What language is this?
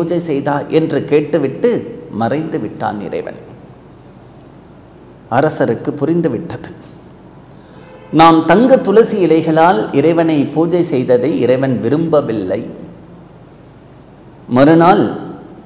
Tamil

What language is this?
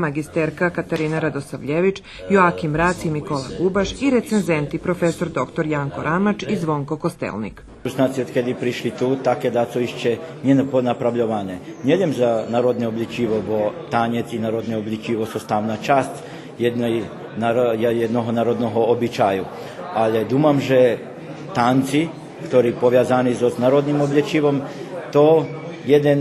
Rusyn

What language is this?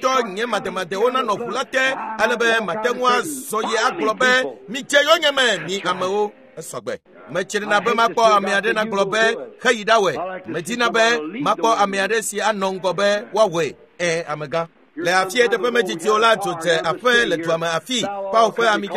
Ewe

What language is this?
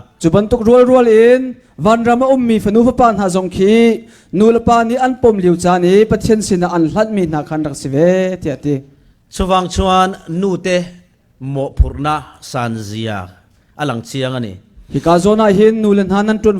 Falam Chin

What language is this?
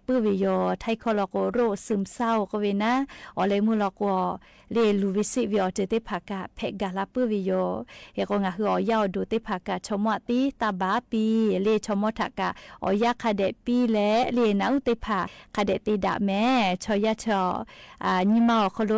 Lahu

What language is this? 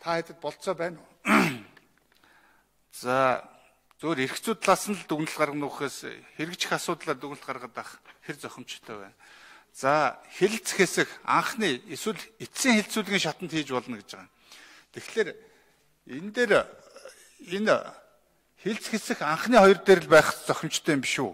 Mongolian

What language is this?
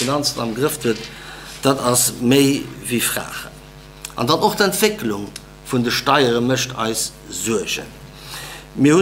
Luxembourgish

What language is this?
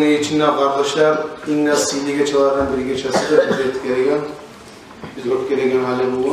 Kumyk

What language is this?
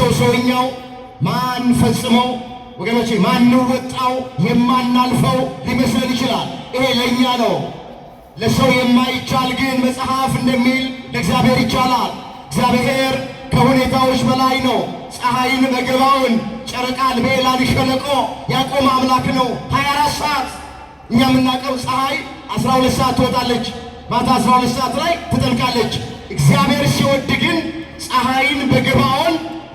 Amharic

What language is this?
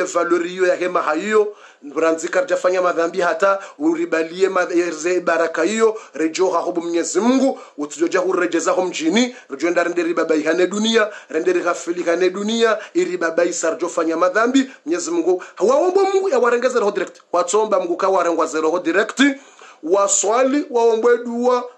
Swahili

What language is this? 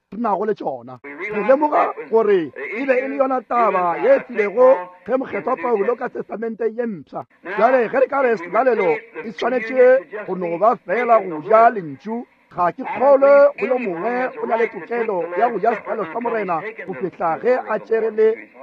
Northern Sotho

